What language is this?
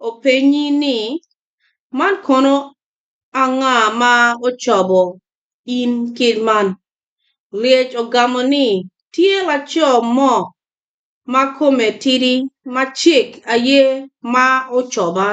Acoli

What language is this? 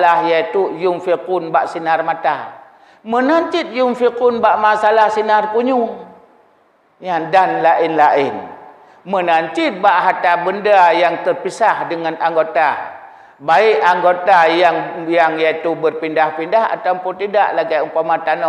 Achinese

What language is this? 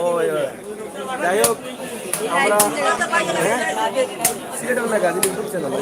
Sylheti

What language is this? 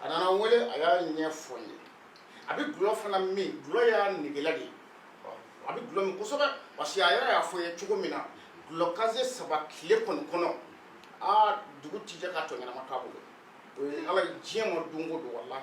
Bambara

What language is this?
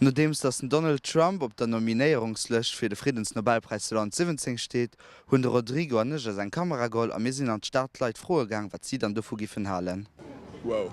Luxembourgish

